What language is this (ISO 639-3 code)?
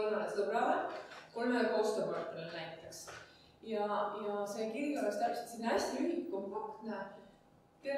est